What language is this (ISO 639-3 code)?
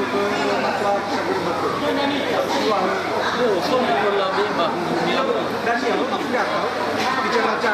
nia